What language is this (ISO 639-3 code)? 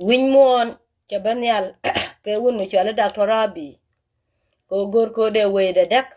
nus